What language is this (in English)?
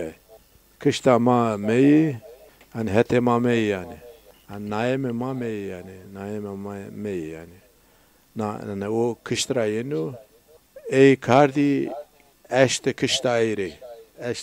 Zaza